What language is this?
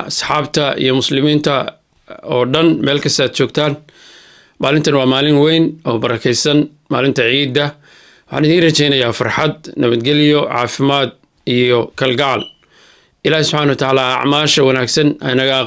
Somali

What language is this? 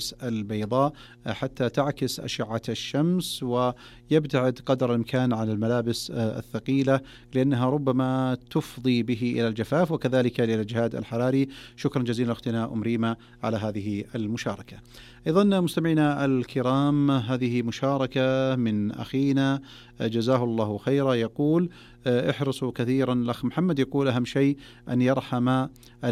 Arabic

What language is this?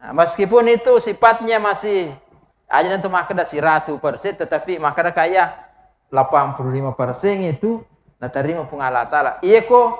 Buginese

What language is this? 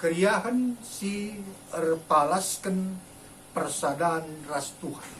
Batak Karo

